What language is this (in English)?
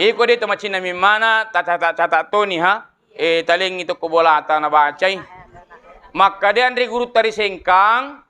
Buginese